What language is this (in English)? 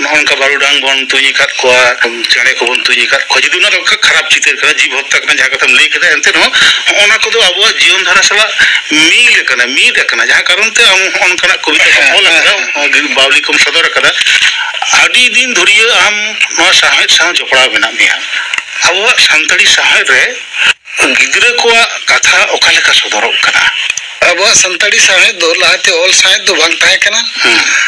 Santali